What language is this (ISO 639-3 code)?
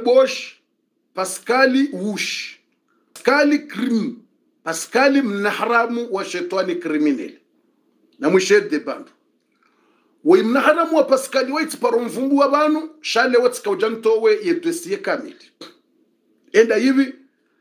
swa